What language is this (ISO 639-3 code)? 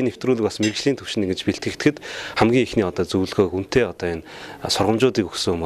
mon